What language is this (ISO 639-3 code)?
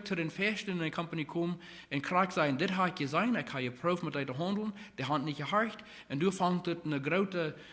pdt